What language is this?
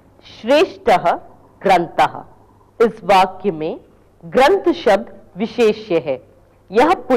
Sanskrit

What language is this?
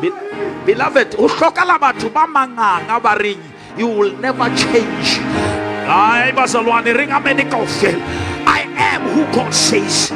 Southern Sotho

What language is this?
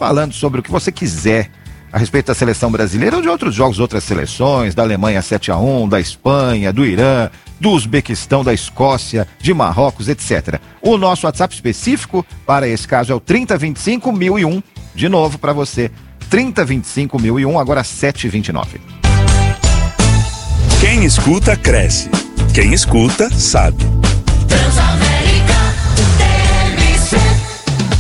Portuguese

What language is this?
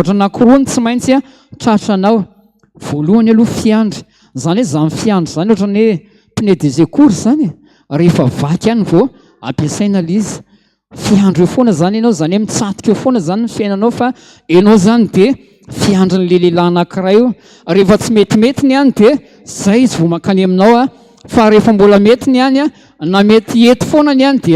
Malagasy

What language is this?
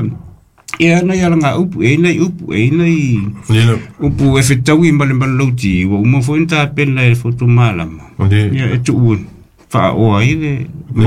Samoan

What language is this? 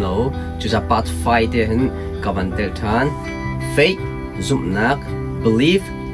Hakha Chin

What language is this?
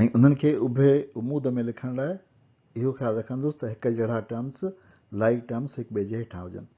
Sindhi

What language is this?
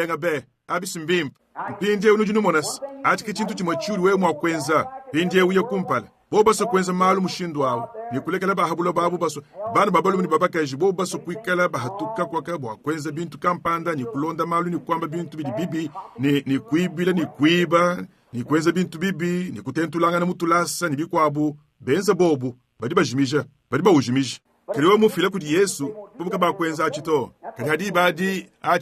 Luba-Lulua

